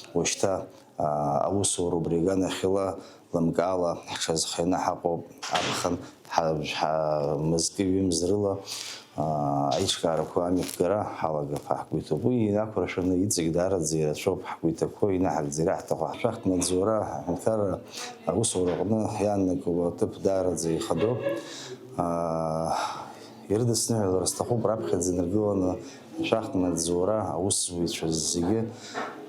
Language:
Abkhazian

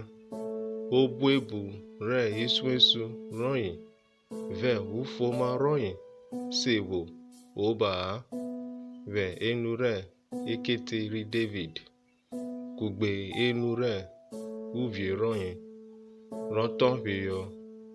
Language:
Urhobo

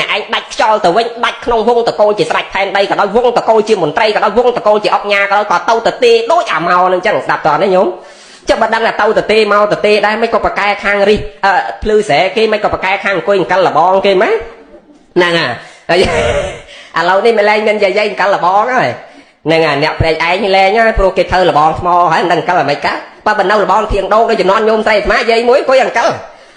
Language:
Khmer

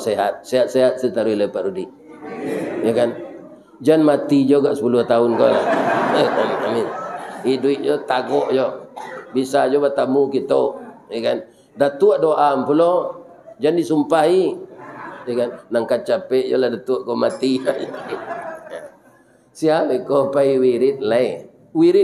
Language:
Minangkabau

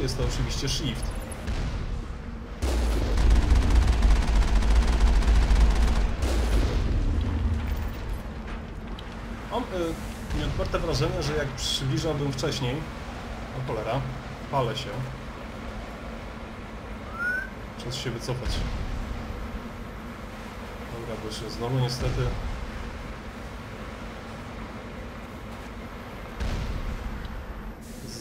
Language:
Polish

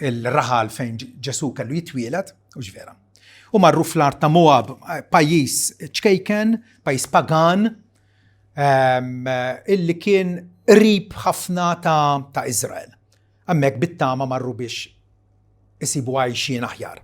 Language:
Maltese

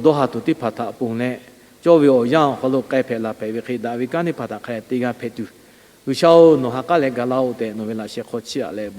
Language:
Lahu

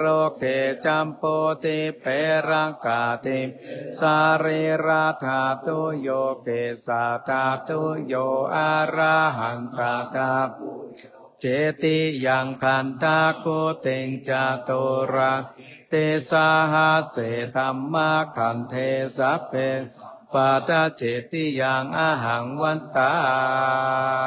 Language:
Pali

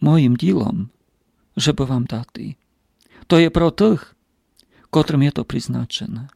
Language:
Rusyn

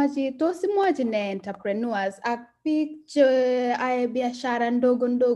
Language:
Kalenjin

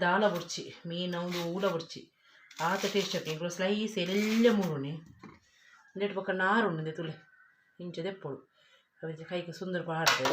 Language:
Tulu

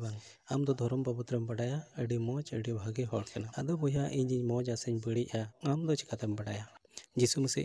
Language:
Santali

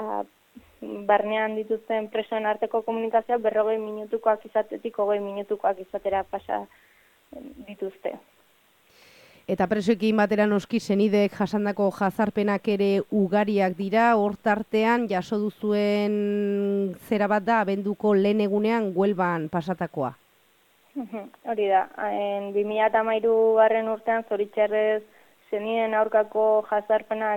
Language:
Basque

